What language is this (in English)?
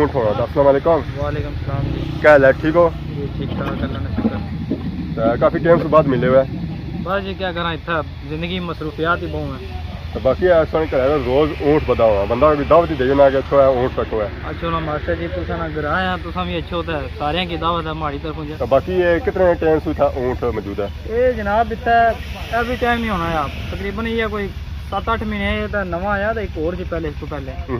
Pahari-Potwari